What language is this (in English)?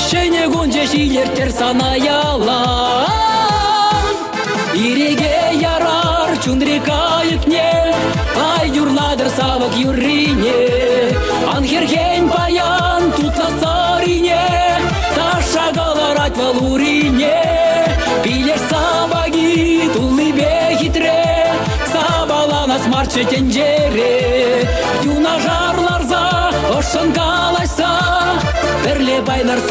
Chuvash